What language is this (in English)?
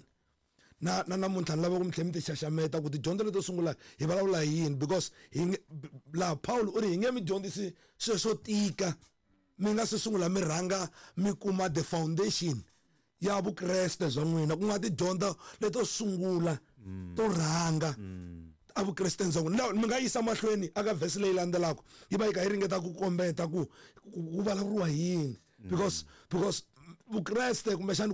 Tsonga